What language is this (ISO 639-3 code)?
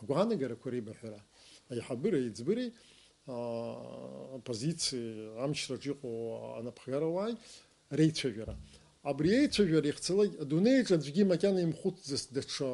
abk